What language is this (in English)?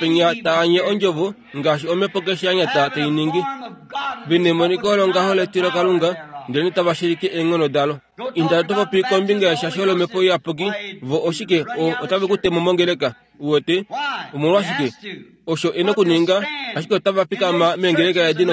Kuanyama